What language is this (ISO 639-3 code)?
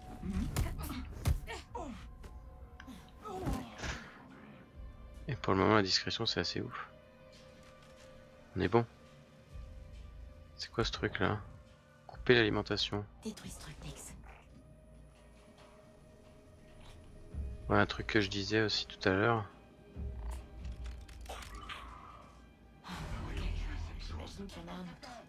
fra